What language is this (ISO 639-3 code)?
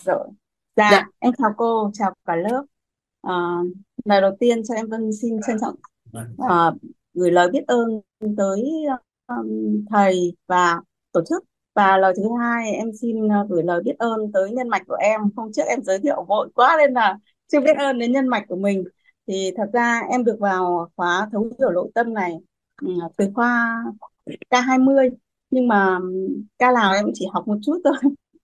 vie